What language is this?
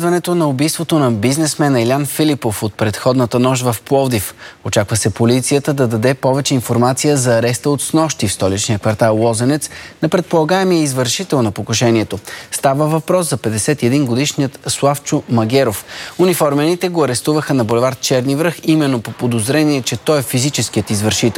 Bulgarian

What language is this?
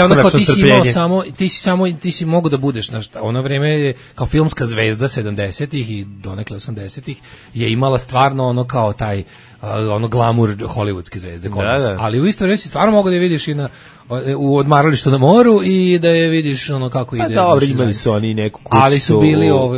Serbian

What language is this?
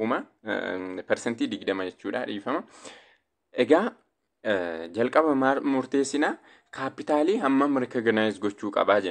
Oromo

